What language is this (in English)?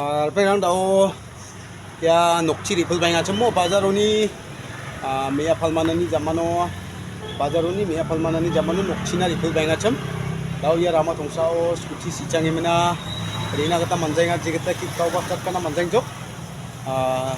Garo